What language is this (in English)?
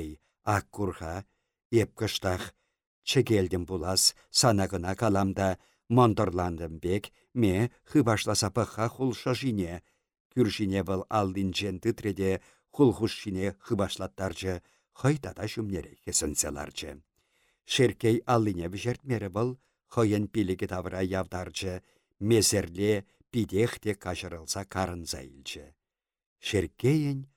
Chuvash